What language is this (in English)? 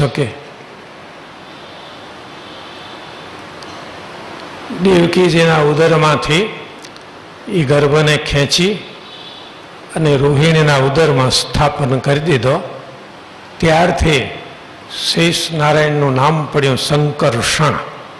Gujarati